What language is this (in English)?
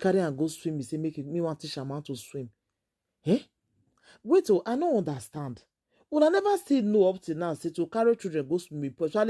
Nigerian Pidgin